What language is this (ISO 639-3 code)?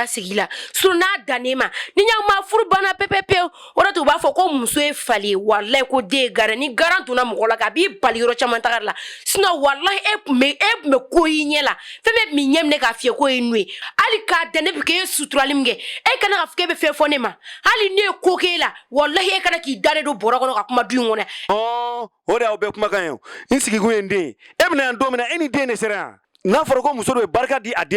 bam